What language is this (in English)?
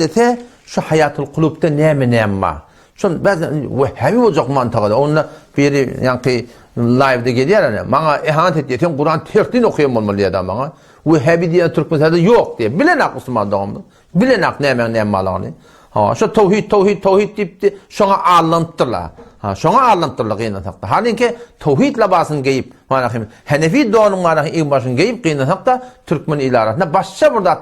Turkmen